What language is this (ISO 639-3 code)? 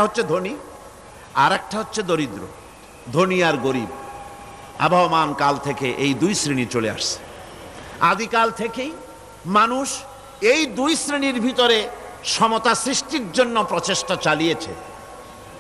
ben